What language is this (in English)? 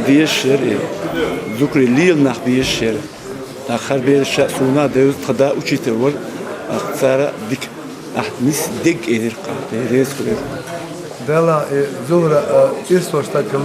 Chechen